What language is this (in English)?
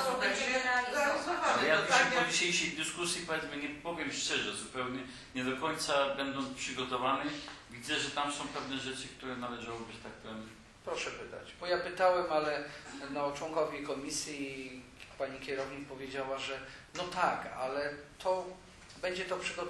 Polish